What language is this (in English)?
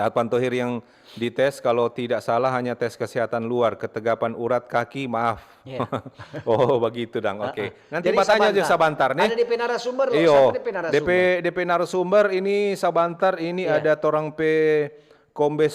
Manado Malay